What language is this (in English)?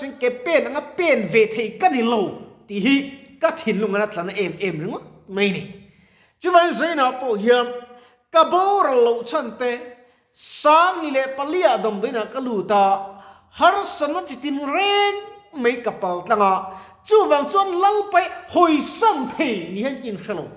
Mizo